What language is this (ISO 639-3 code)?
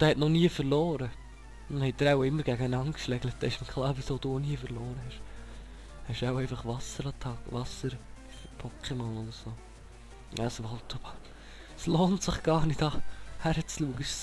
gsw